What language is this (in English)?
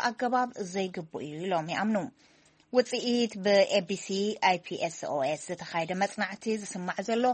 Tigrinya